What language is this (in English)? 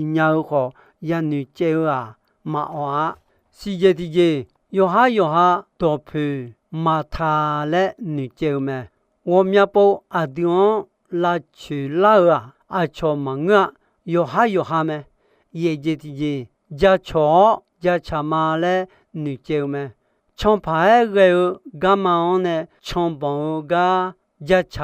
Akha